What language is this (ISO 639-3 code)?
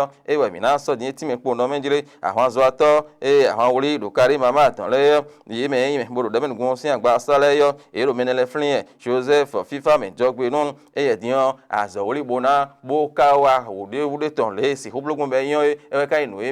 fon